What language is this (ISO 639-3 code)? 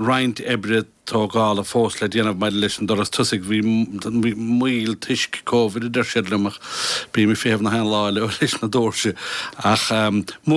gle